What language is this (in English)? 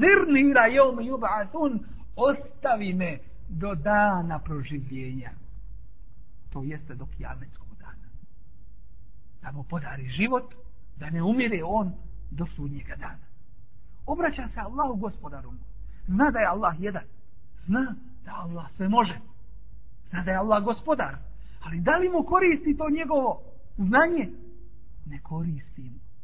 Bosnian